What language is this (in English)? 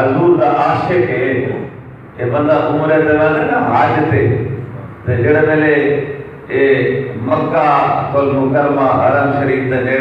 Saraiki